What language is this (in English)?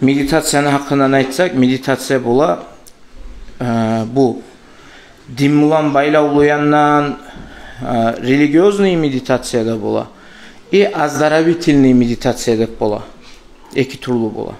Kumyk